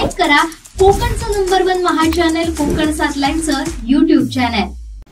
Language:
Marathi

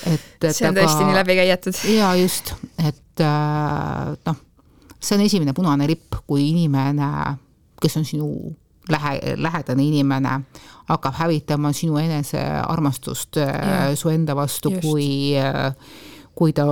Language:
Estonian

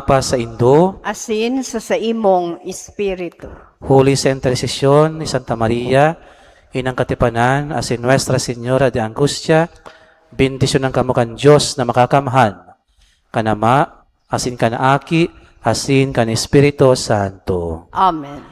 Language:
Bikol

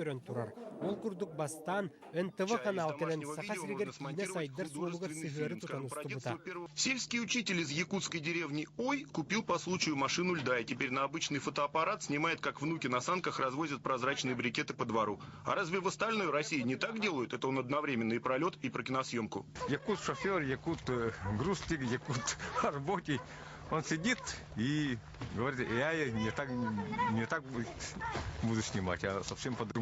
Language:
Yakut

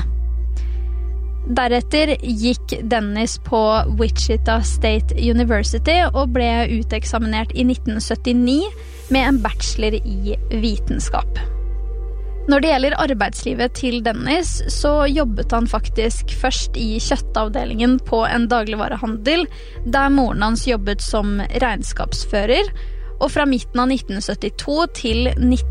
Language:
Norwegian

